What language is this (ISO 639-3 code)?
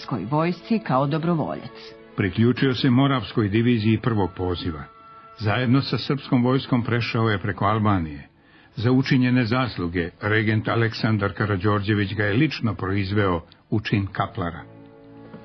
srp